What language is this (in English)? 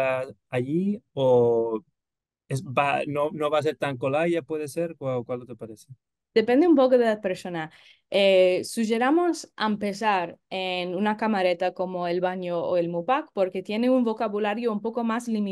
Ladino